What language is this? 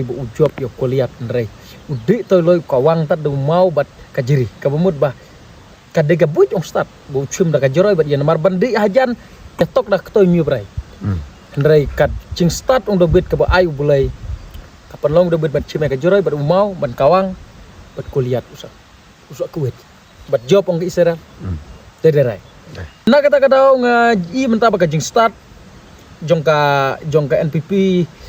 Khasi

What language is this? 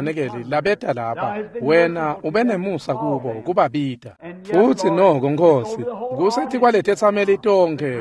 Swati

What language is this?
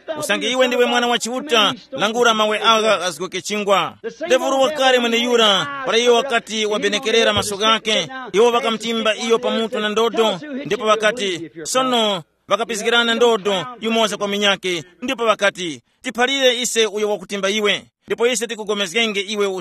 Tumbuka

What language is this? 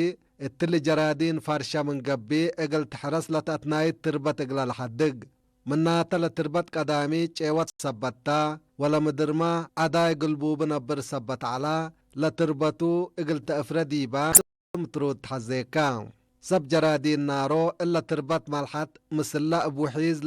Tigre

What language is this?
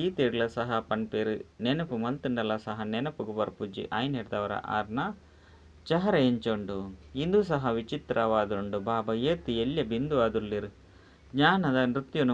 Tulu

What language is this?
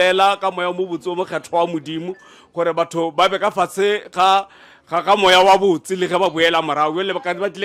Northern Sotho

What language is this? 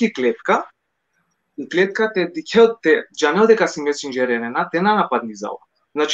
Balkan Romani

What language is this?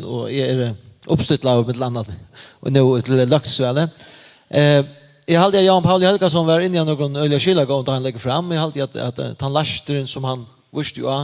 Faroese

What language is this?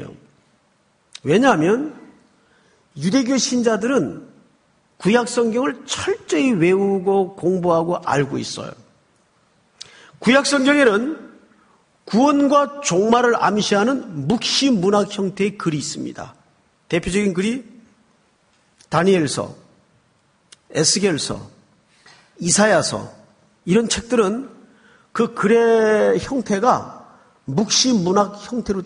Korean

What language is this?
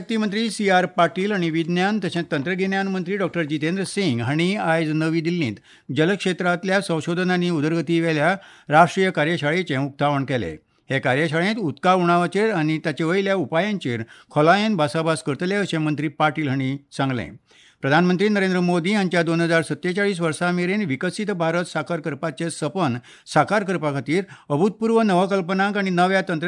Konkani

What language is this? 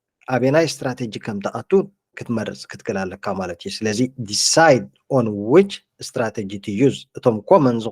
Tigrinya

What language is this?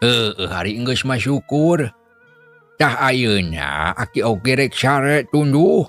Sundanese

